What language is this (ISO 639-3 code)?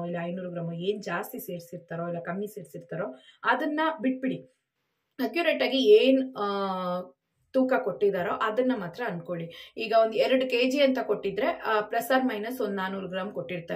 kan